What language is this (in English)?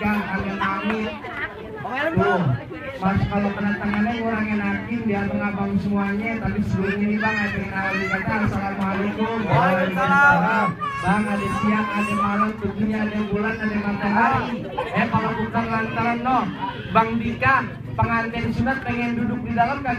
Betawi